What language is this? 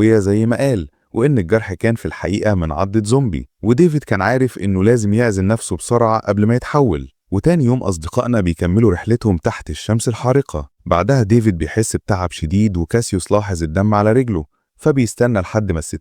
Egyptian Arabic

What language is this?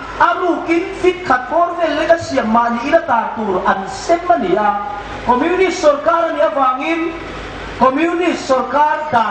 Hmar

